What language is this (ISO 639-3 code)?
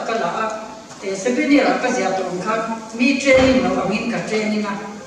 lus